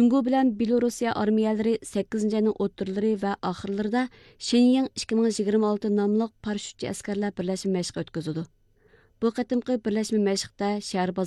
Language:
Uyghur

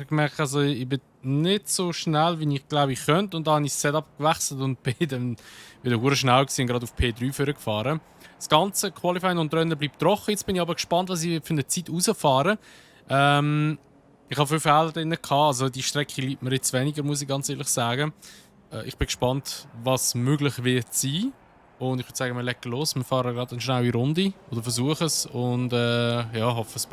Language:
Swiss German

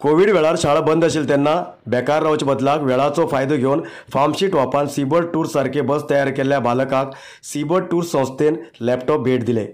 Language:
Konkani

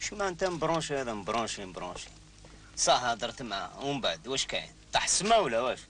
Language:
Algerian Arabic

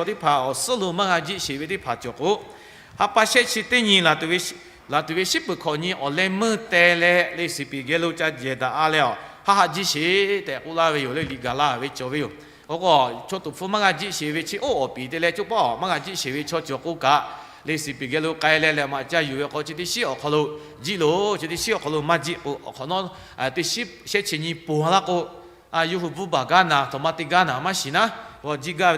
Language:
Lahu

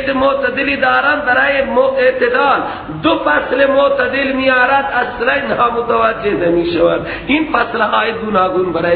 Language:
Persian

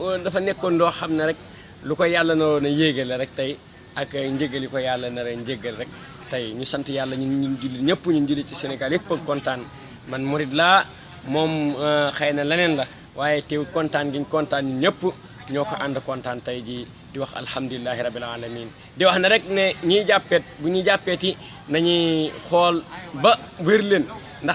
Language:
Wolof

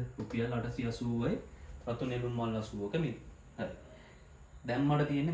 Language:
Sinhala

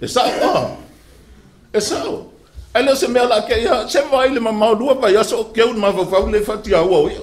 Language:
Samoan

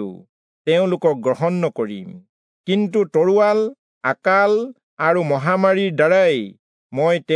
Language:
Assamese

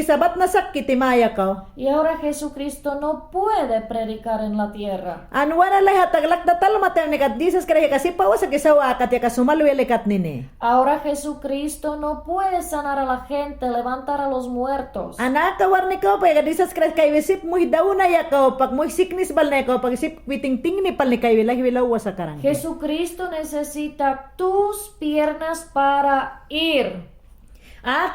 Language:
Mayangna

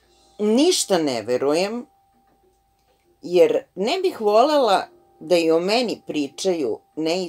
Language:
Serbian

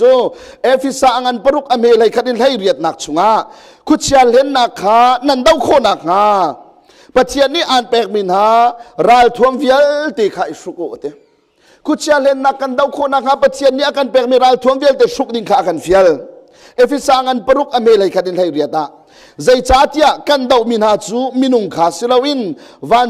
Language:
Hakha Chin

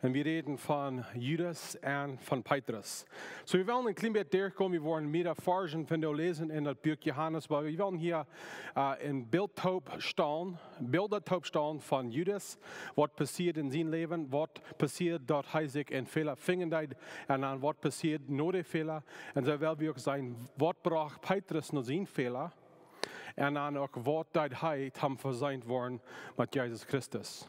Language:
Plautdietsch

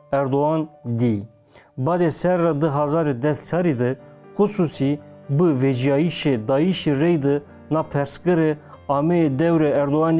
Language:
Zaza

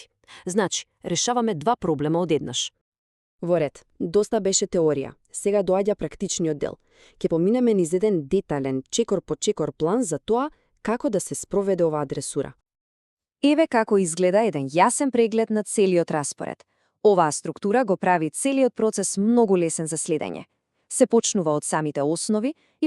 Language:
Macedonian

